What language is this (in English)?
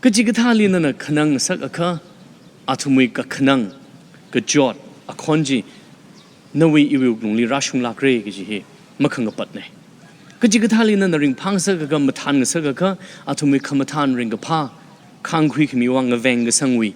Tangkhul Naga (India)